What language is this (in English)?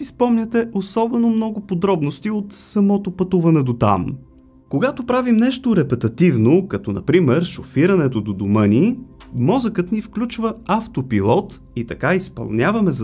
Bulgarian